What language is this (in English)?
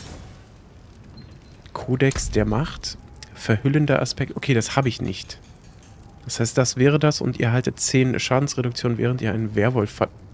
German